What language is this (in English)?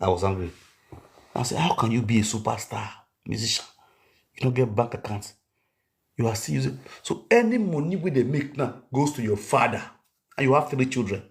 Nigerian Pidgin